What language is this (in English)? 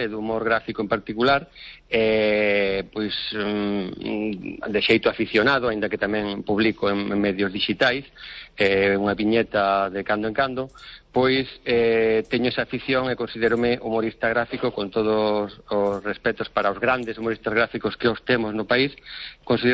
Galician